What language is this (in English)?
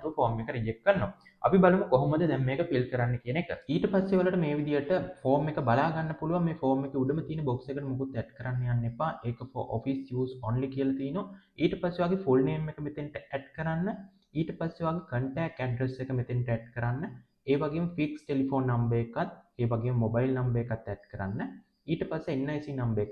Sinhala